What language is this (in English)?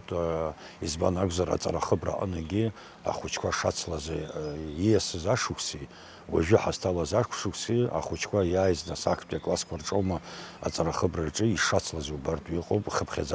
Abkhazian